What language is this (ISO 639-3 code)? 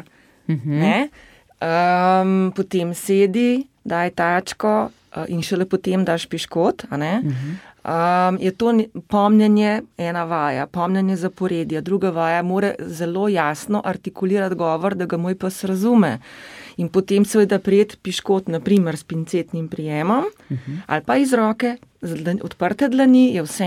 slv